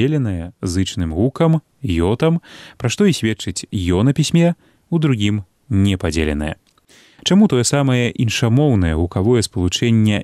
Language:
Belarusian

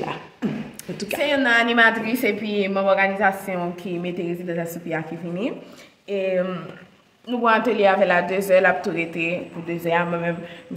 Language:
Haitian Creole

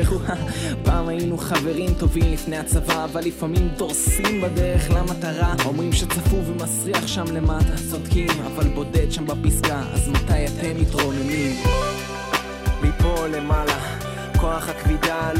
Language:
Hebrew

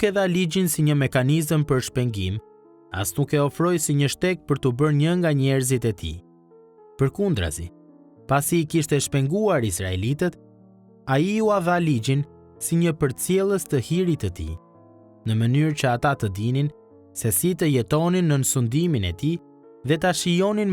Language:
Albanian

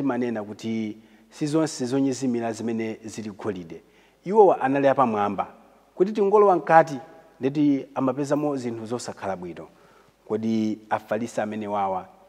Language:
Nyanja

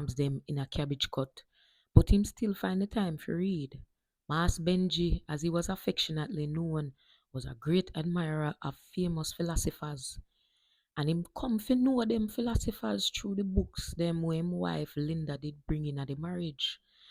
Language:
Jamaican Creole English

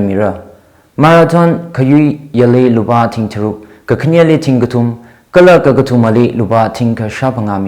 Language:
Tangkhul Naga (India)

